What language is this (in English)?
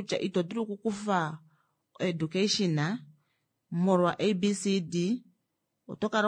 Kuanyama